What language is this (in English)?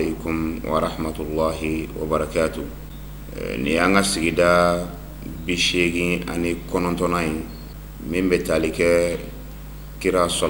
Bambara